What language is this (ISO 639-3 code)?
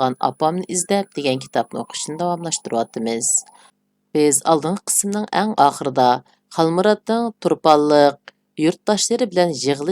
uig